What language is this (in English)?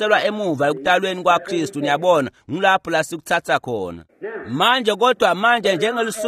Swati